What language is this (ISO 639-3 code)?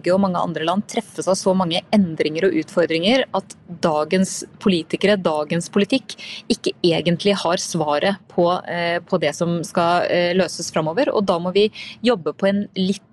nor